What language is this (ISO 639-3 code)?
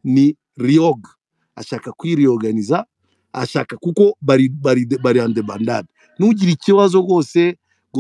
kin